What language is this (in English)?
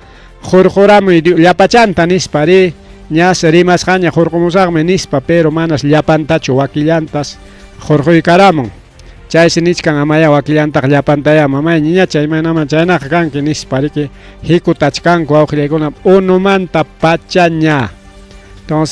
Ayacucho Quechua